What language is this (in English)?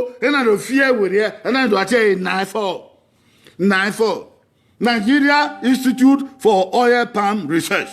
Bini